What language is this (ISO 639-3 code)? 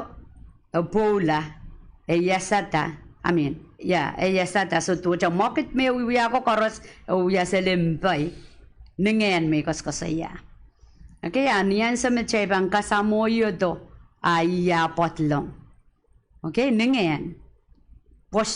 pon